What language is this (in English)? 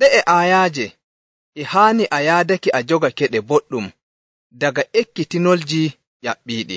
Nigerian Fulfulde